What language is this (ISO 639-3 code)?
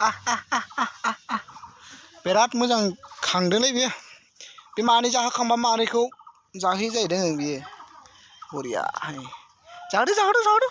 brx